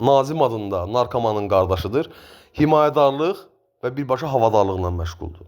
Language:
Azerbaijani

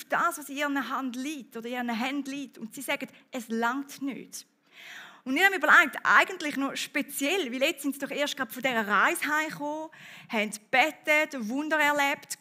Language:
Swiss German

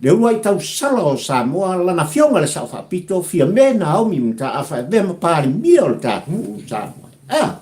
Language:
Samoan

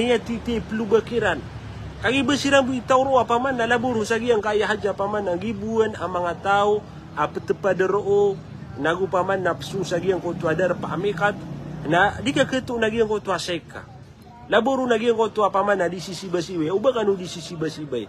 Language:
Maranao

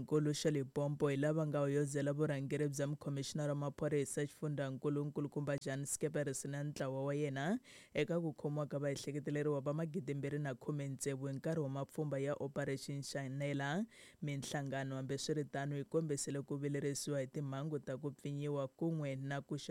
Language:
Tsonga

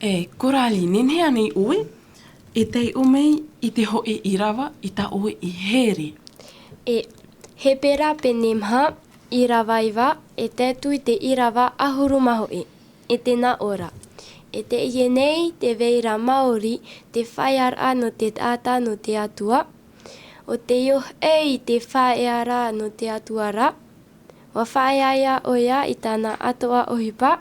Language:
Tahitian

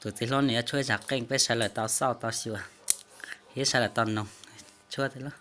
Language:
Hmong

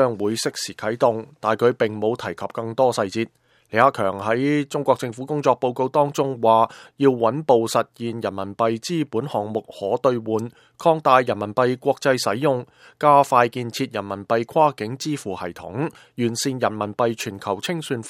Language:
Cantonese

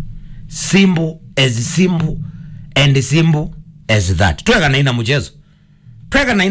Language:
Kamba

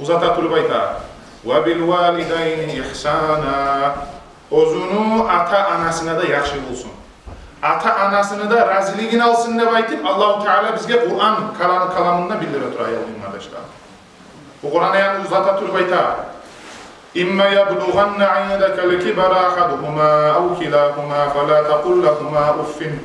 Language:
Kumyk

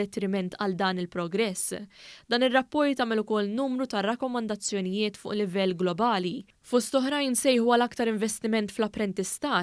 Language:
Maltese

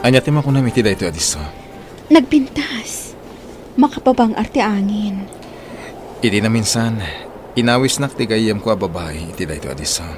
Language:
Iloko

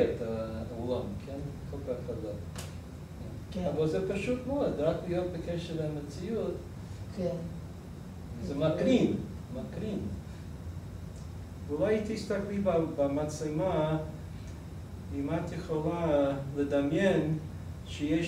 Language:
Hebrew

